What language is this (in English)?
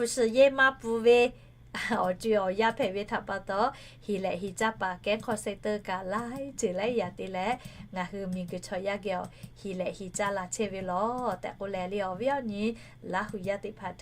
Lahu